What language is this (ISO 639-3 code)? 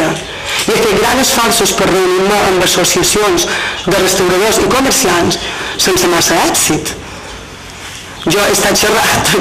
cat